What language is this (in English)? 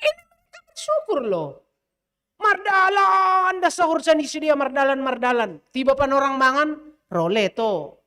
Batak Simalungun